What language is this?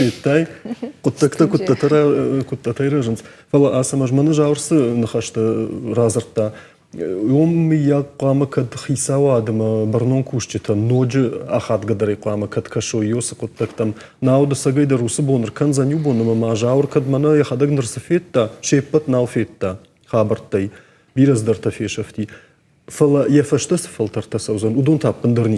Ossetic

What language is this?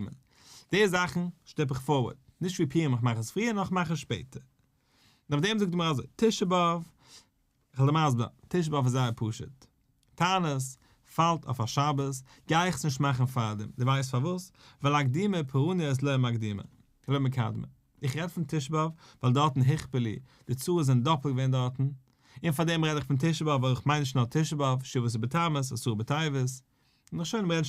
Yiddish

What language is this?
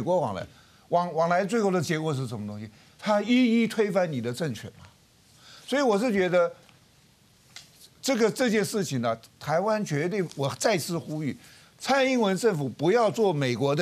Chinese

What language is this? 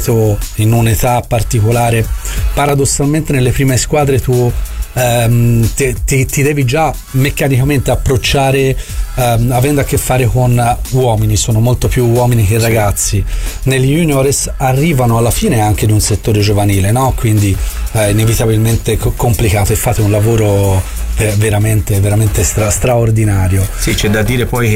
Italian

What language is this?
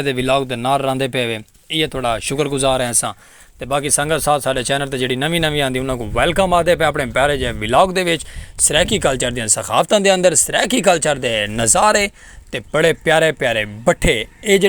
Saraiki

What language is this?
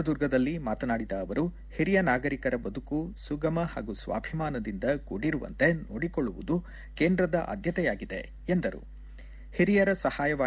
Kannada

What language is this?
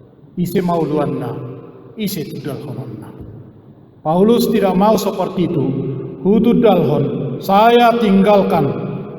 Batak Toba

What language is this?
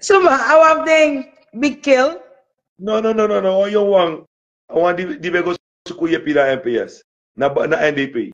Sranan Tongo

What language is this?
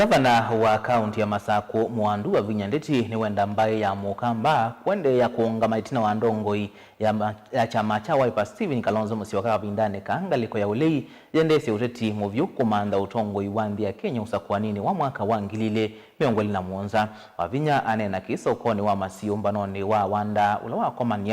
Kamba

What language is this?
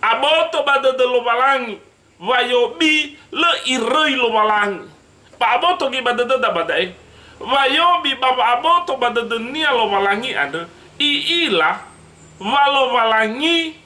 Nias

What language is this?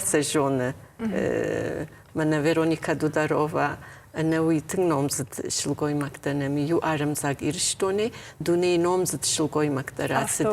Ossetic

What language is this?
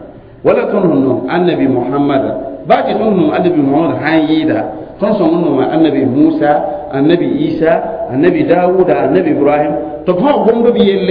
Mossi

